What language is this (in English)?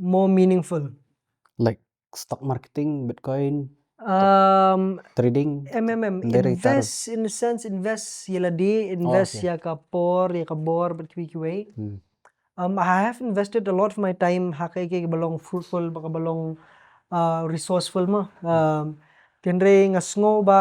Khasi